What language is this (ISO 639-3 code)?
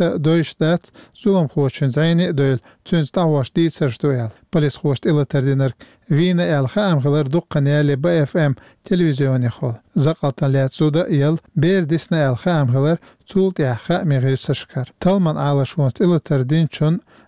che